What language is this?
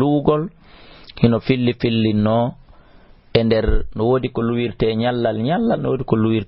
Fula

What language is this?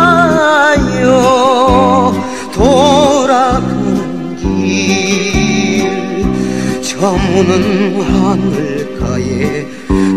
Korean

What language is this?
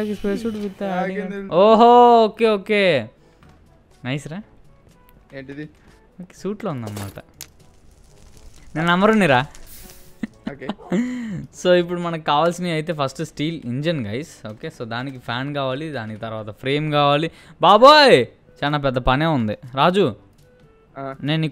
Telugu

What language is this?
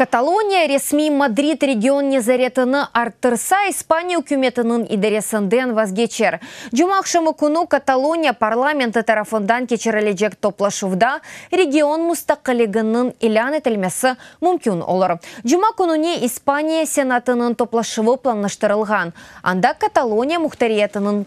Crimean Tatar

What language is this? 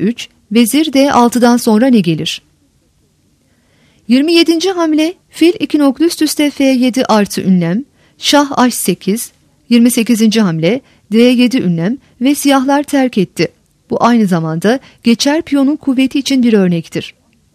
Turkish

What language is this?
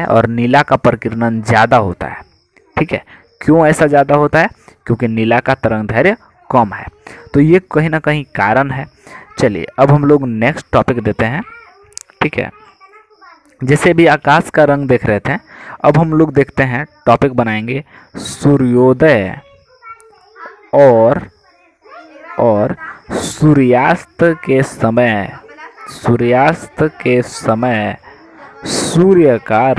Hindi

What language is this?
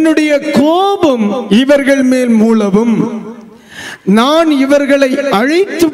Tamil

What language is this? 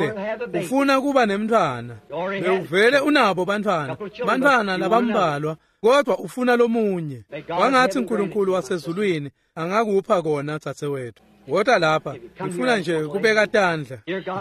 Swati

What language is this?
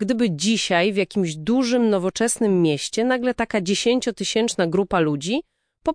Polish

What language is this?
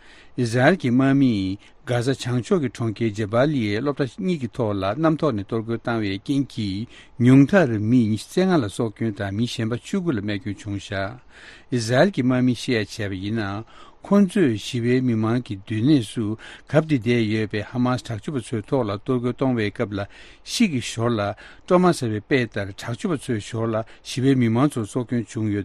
Tibetan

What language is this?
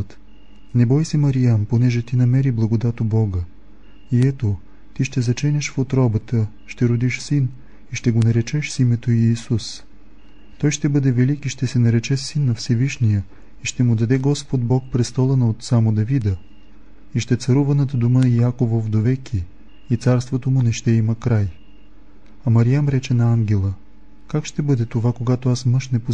Bulgarian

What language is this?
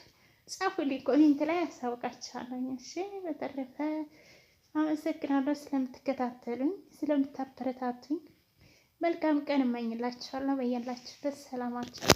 Amharic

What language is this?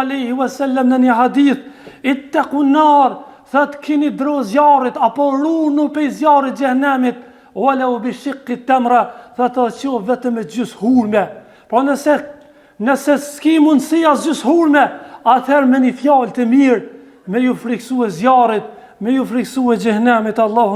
Albanian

